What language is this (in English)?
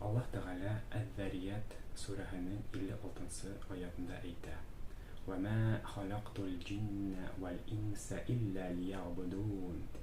Bashkir